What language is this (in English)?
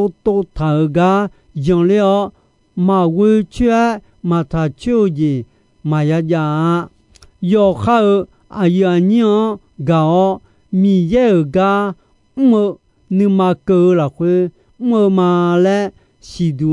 Akha